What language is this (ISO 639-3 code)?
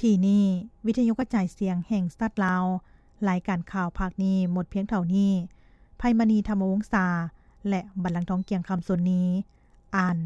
lao